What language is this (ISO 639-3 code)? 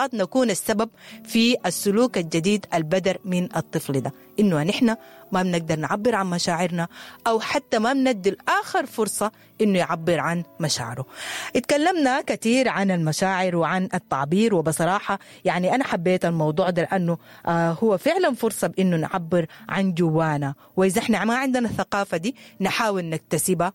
apd